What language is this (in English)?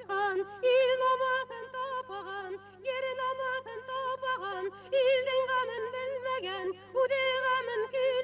Bashkir